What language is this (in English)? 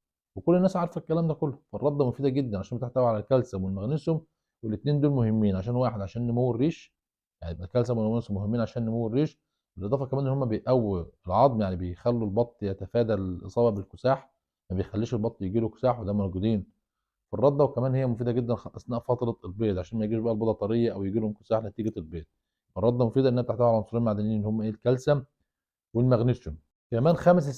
Egyptian Arabic